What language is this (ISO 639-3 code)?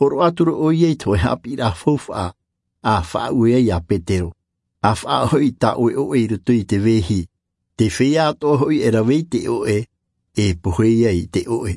tah